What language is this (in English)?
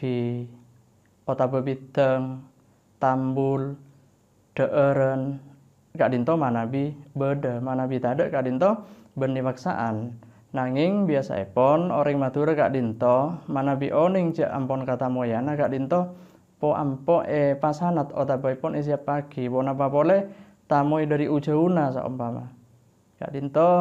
Madurese